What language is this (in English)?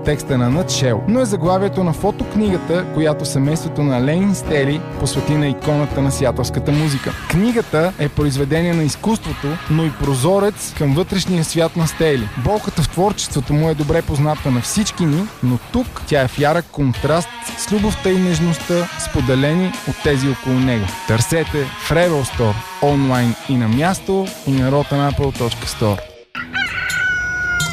Bulgarian